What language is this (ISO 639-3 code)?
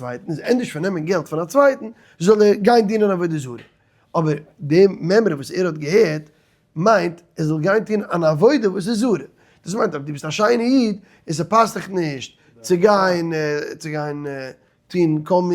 yid